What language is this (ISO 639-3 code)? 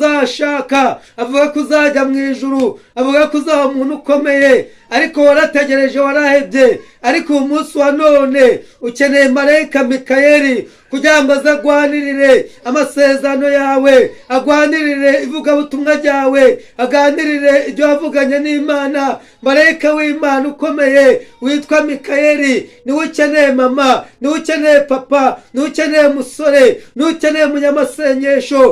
kin